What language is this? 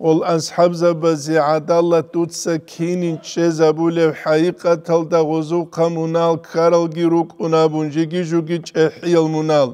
Avaric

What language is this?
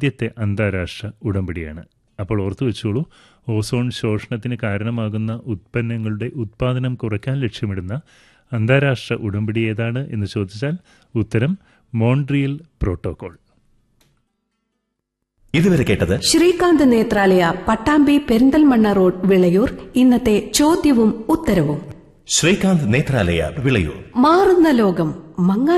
Malayalam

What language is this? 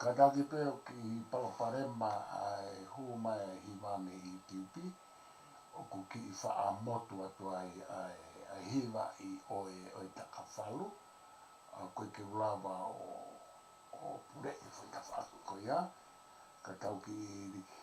Tongan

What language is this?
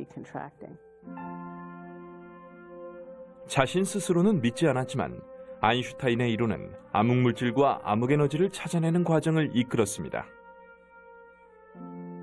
Korean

